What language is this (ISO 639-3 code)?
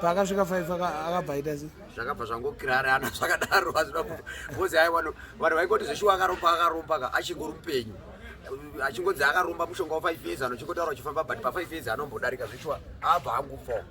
sna